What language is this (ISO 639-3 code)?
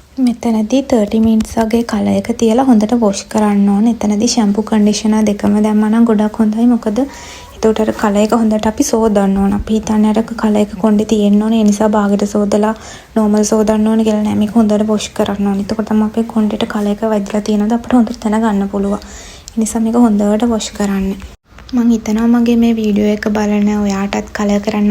sin